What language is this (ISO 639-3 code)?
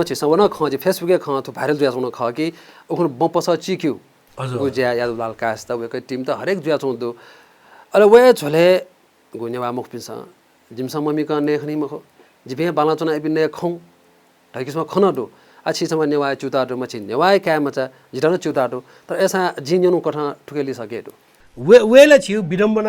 new